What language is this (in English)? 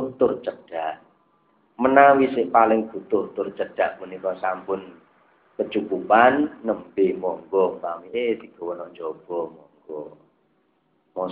Javanese